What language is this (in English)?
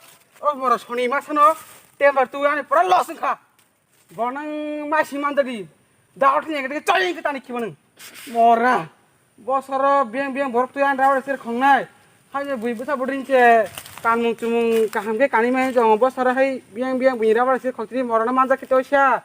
Kok Borok